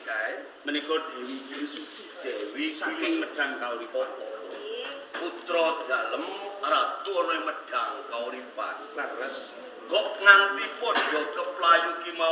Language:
Javanese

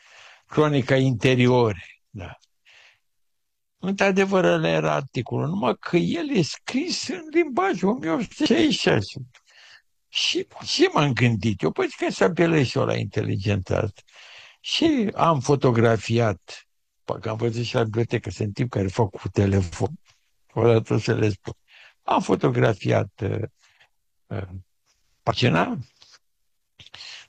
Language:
Romanian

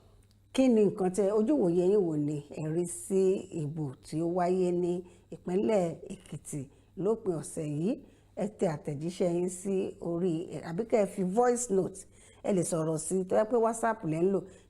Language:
Yoruba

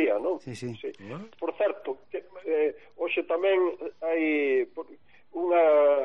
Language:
Galician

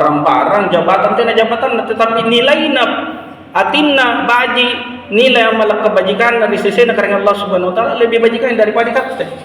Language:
Makasar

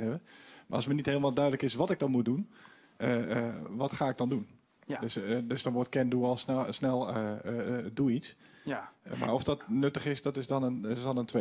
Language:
Dutch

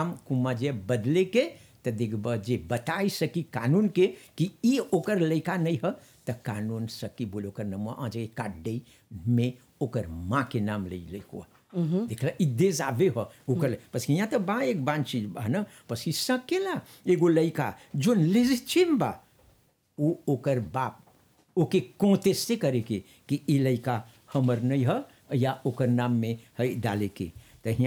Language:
Bhojpuri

